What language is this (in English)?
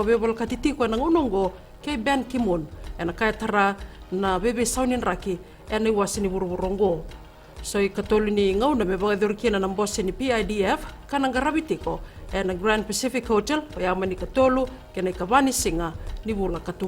Fijian